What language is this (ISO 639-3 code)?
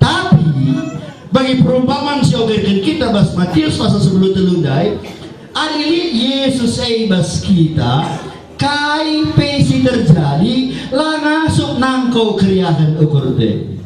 btx